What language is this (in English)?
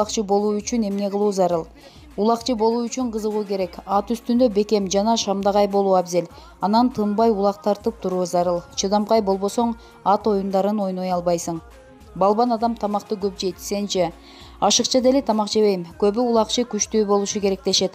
Kyrgyz